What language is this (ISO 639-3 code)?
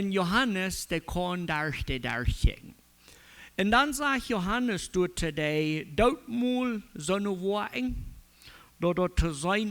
pdt